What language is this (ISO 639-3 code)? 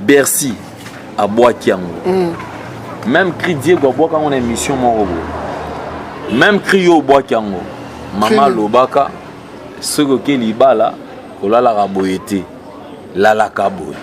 lin